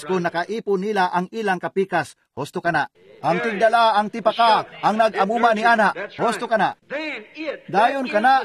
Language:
Cebuano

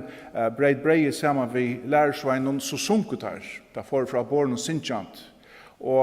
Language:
Faroese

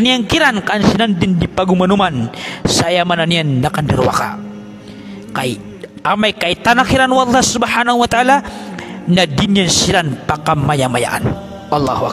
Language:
Maranao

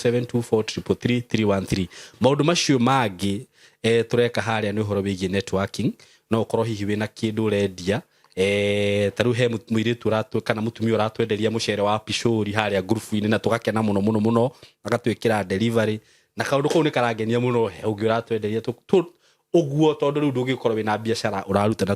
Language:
Kikuyu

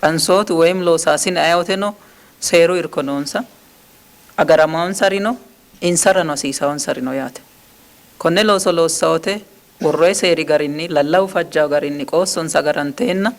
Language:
Sidamo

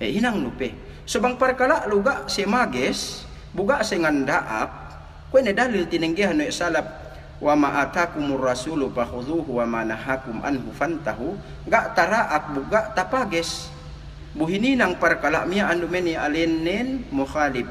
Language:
Yakan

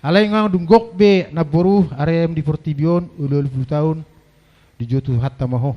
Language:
Batak Toba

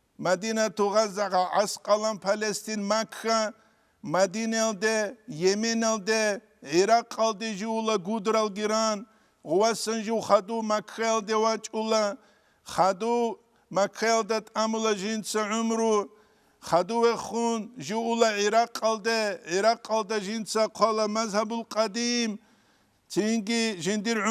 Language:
Avaric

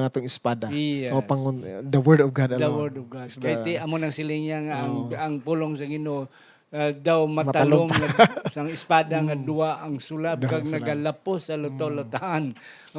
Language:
Hiligaynon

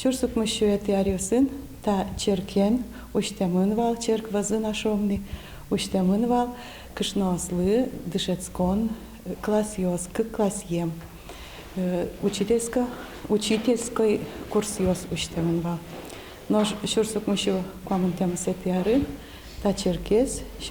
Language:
Udmurt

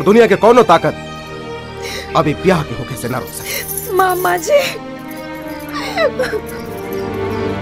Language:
Bhojpuri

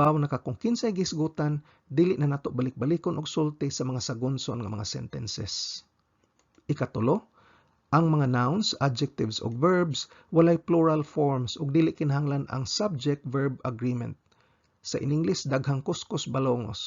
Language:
Cebuano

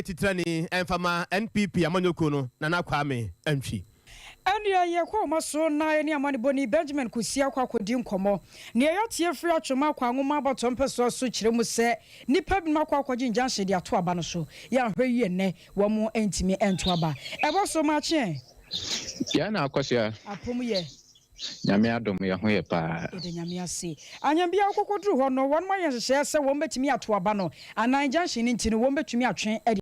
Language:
Akan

